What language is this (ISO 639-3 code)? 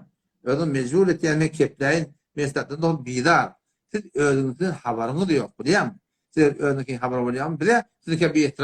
tuk